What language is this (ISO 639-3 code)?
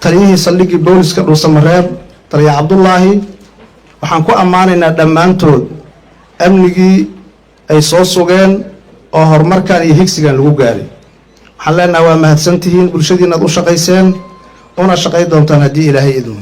som